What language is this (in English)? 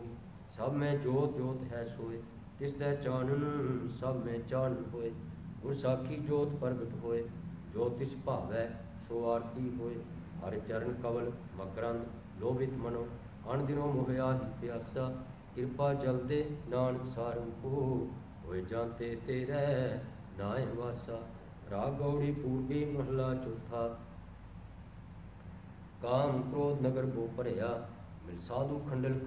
Punjabi